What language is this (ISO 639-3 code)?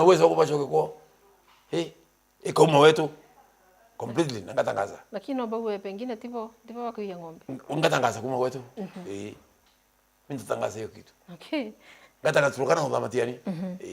mer